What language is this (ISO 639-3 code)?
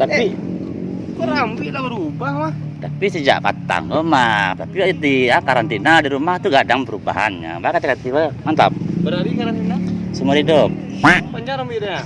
min